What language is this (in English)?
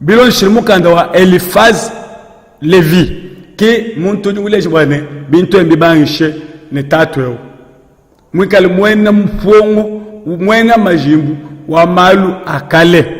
Luba-Lulua